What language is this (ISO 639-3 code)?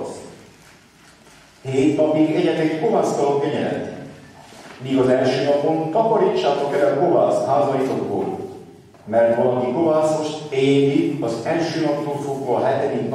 hun